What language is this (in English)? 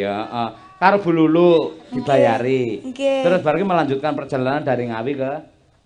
Javanese